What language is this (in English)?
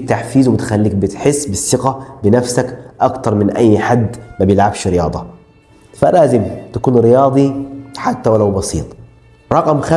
Egyptian Arabic